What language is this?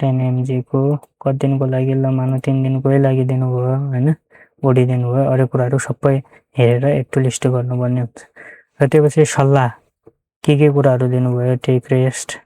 Nepali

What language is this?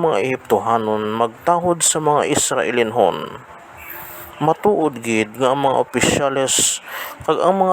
Hiligaynon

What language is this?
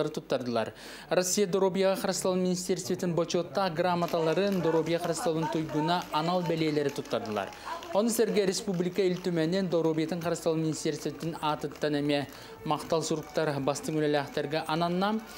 Yakut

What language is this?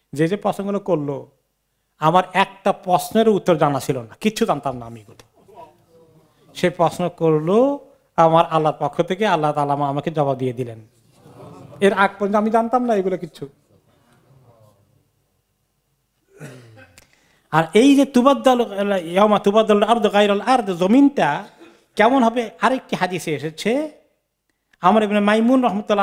Bangla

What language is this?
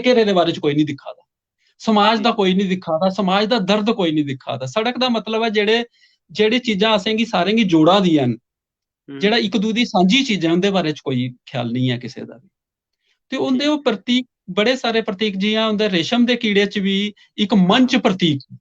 Dogri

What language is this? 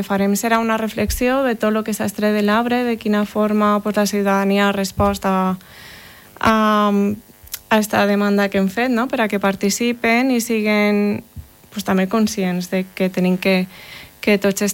Catalan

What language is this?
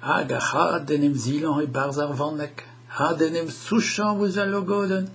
Breton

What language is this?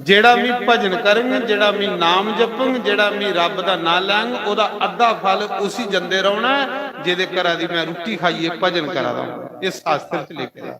Dogri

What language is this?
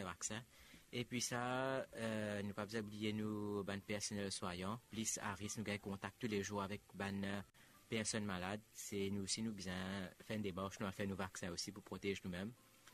Morisyen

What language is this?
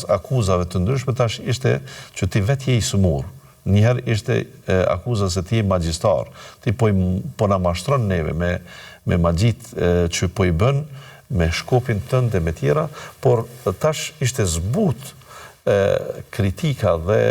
Albanian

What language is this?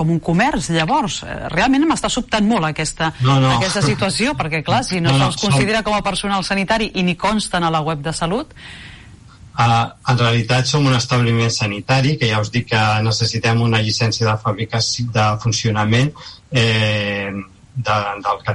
Catalan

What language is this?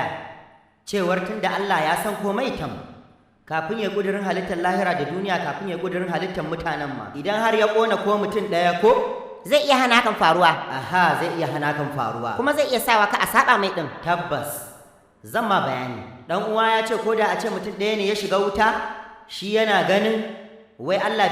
Hausa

